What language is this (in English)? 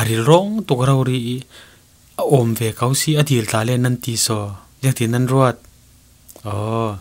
Falam Chin